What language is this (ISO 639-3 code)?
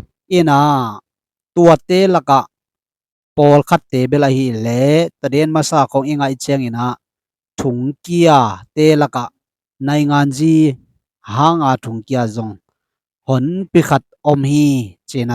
ctd